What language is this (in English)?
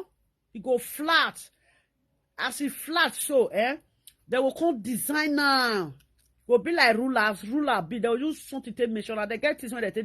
Nigerian Pidgin